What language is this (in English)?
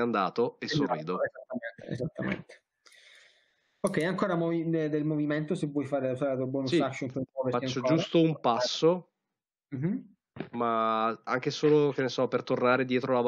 Italian